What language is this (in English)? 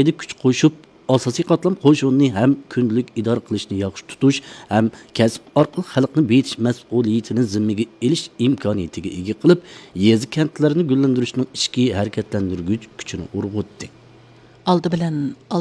Uyghur